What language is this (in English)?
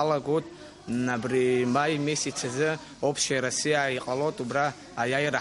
Abkhazian